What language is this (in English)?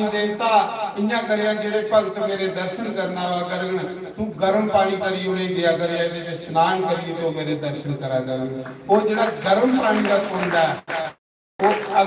Dogri